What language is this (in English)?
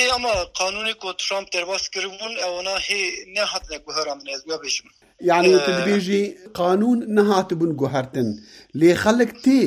Kurdish